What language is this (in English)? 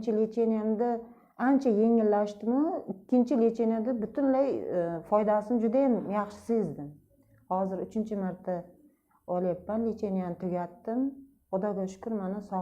Uzbek